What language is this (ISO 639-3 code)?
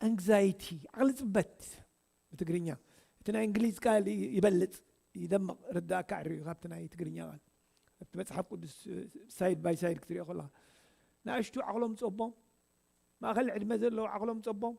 tir